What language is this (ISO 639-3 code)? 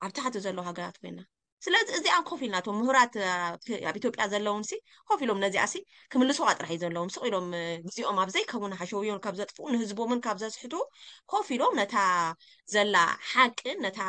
tir